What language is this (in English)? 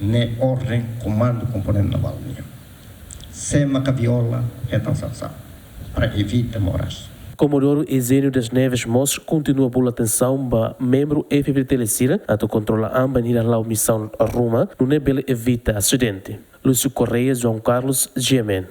Tetum